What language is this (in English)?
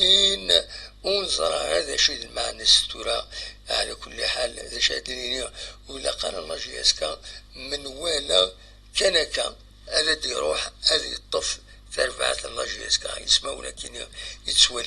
Kabyle